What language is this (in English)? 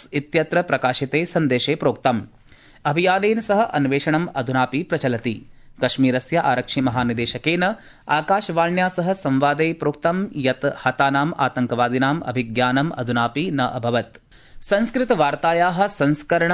Sanskrit